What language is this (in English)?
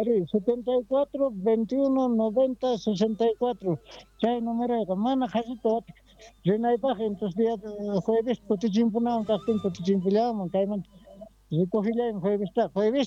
South Bolivian Quechua